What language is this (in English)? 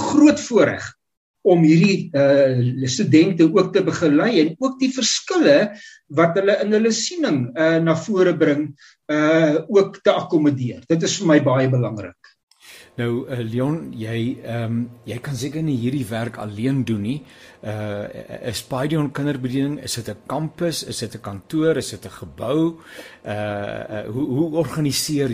Afrikaans